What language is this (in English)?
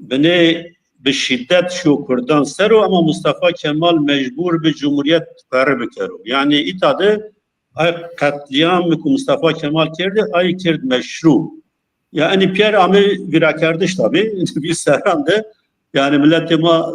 Zaza